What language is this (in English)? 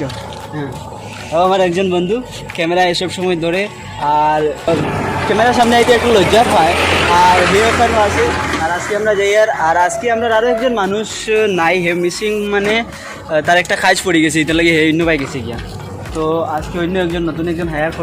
Sylheti